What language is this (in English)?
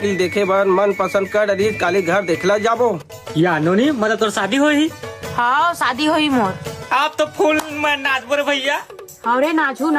Chhattisgarhi